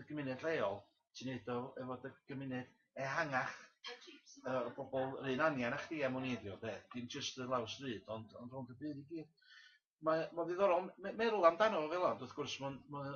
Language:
Welsh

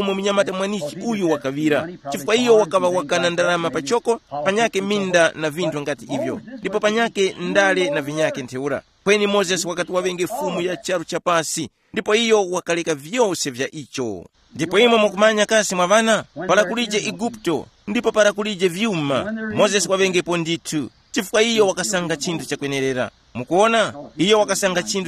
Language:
Tumbuka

